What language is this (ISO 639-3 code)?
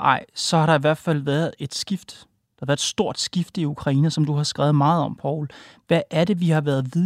dan